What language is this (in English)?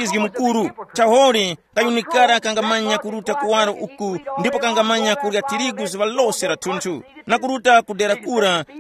Tumbuka